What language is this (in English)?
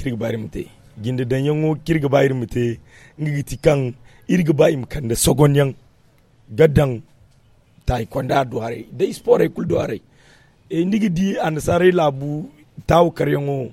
Zarma